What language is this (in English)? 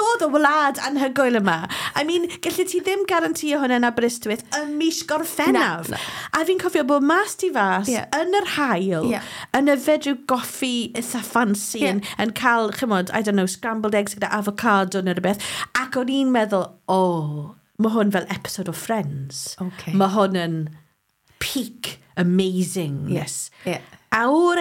Welsh